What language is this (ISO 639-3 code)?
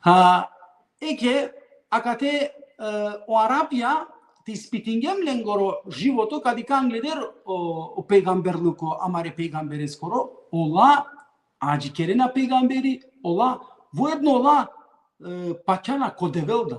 rmn